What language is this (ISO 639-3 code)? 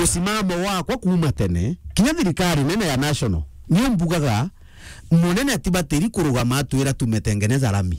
mer